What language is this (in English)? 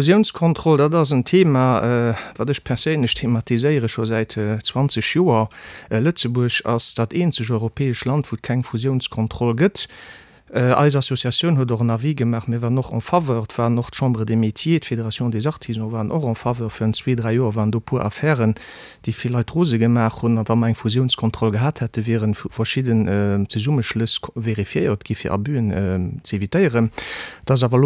Luxembourgish